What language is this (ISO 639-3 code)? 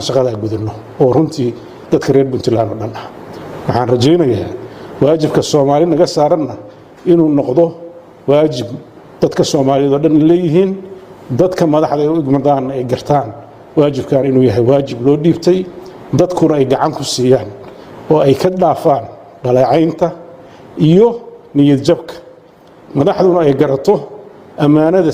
som